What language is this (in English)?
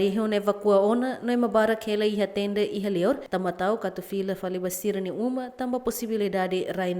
Tetum